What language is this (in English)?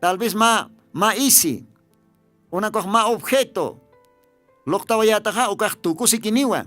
Aymara